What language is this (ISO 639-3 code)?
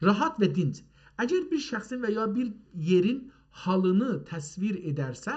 azb